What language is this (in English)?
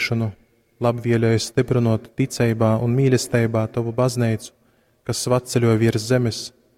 Latgalian